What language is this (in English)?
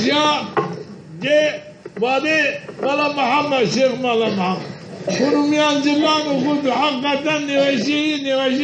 Zaza